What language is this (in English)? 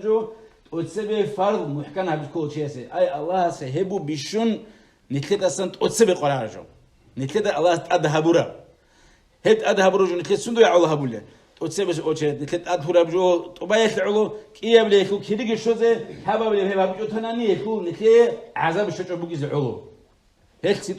Avaric